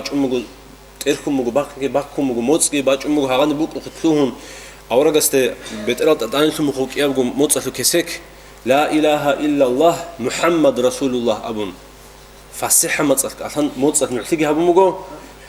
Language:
Avaric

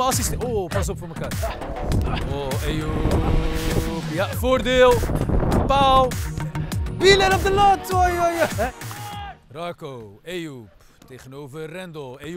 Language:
Dutch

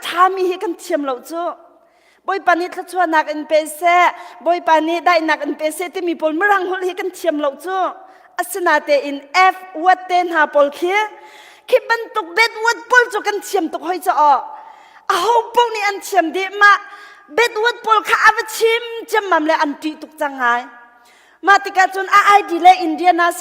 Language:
Hakha Chin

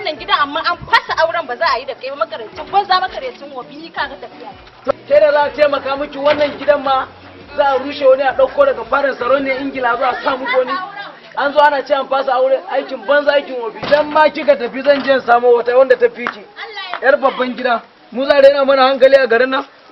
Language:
Hausa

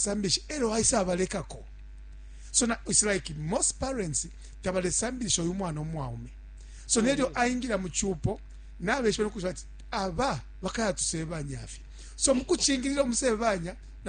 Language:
Bemba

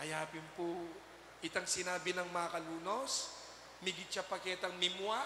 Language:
Pampanga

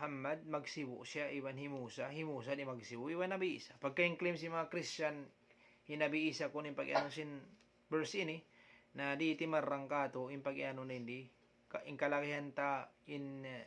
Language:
Tausug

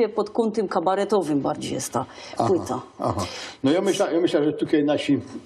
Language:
Silesian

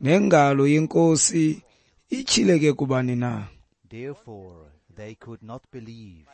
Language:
Xhosa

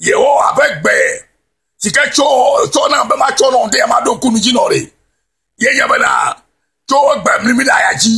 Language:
Ewe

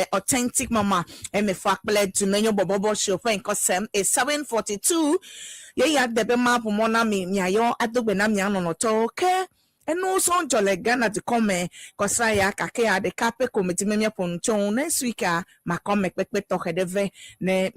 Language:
Ewe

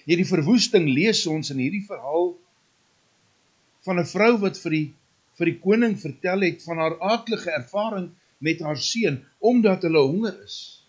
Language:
Afrikaans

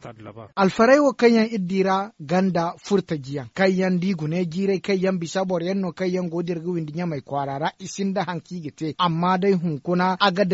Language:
Zarma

